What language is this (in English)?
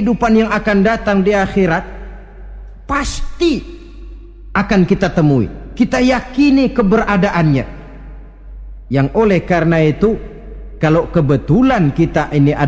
Indonesian